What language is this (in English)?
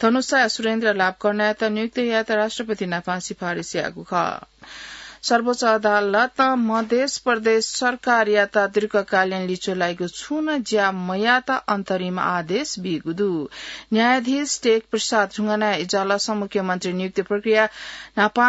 Newari